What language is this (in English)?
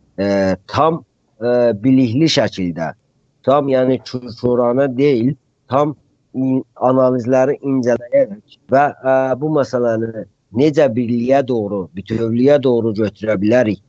South Azerbaijani